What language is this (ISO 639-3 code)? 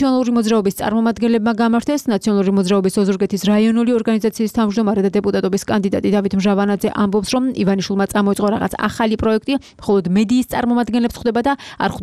kat